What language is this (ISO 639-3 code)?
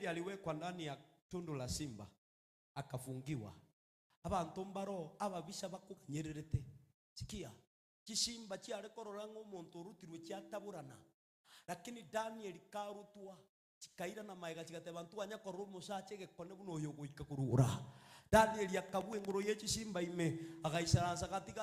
guz